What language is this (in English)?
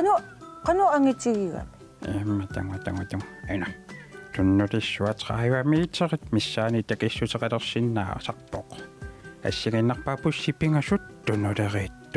Kalaallisut